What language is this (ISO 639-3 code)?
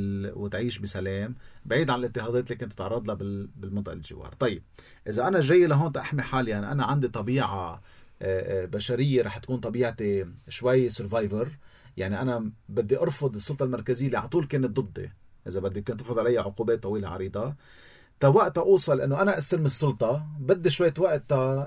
apc